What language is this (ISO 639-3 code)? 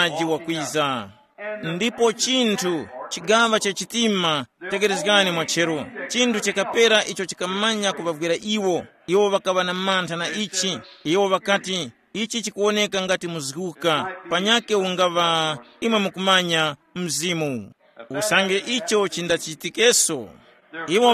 tum